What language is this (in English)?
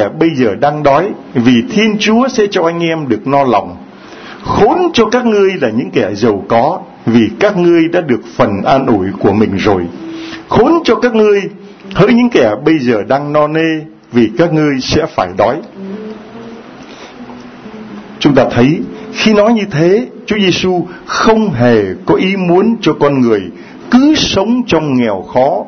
Vietnamese